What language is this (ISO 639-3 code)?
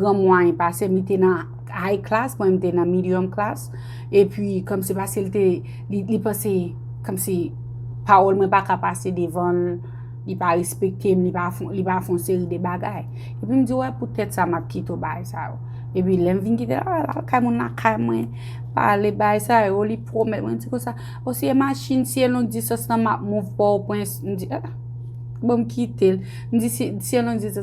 hat